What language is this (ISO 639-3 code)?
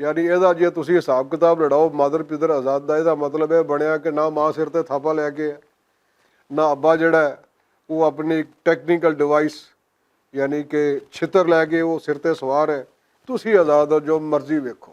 lah